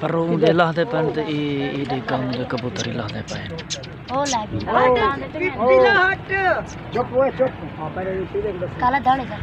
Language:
Saraiki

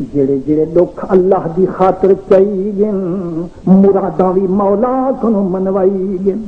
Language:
Saraiki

